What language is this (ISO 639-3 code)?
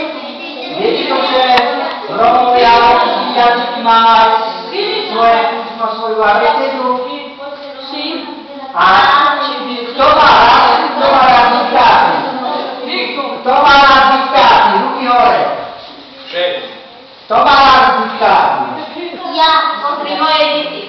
slk